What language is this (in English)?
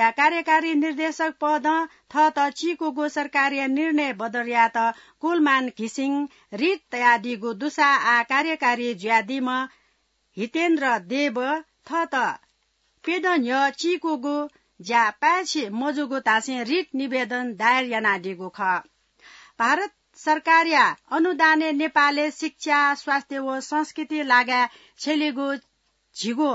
Newari